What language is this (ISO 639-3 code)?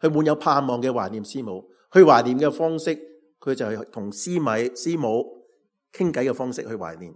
yue